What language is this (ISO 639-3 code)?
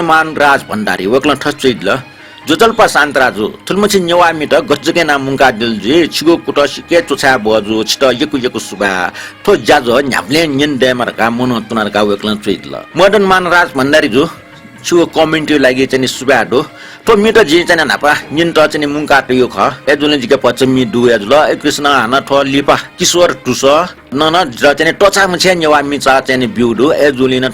new